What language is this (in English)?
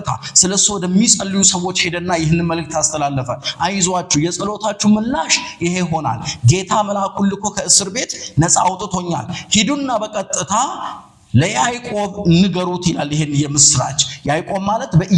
Amharic